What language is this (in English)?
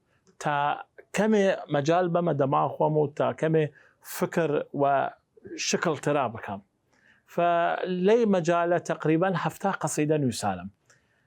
Southern Kurdish